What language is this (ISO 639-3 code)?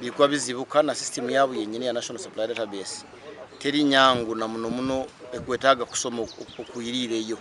nyn